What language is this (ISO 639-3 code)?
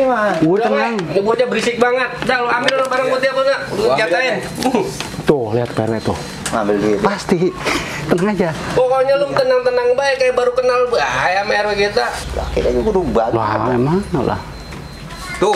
bew